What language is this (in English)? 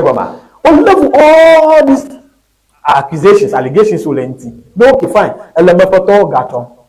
Ewe